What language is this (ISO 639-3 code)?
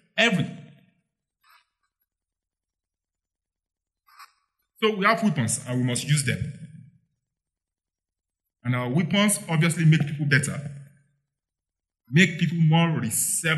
eng